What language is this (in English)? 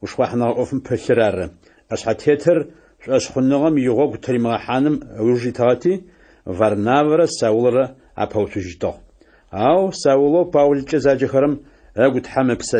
Adyghe